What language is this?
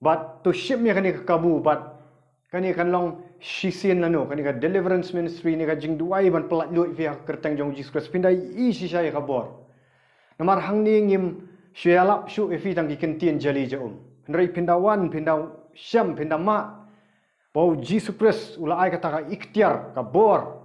Khasi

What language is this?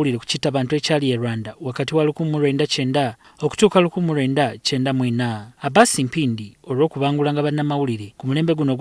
Ganda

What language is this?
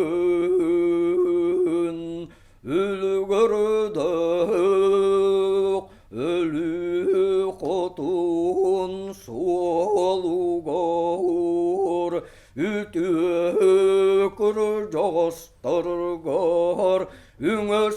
Yakut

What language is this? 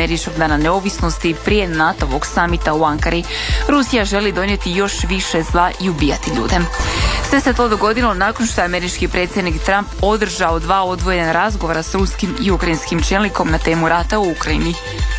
Croatian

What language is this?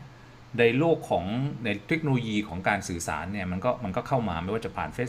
Thai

